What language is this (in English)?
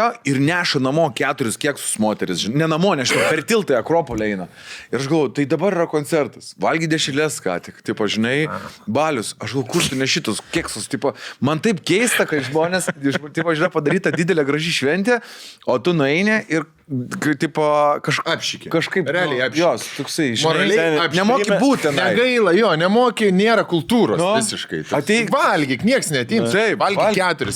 Lithuanian